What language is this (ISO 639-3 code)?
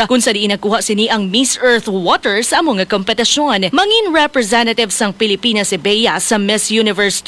hil